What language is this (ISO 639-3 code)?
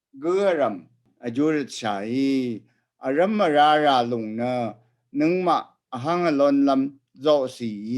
raw